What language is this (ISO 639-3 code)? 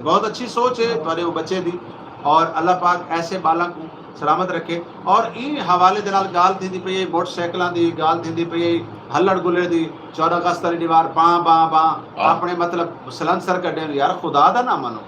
skr